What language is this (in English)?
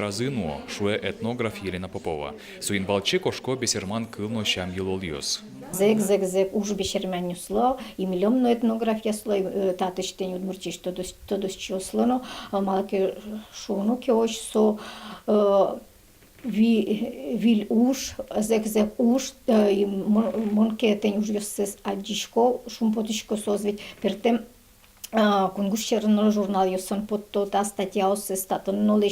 Udmurt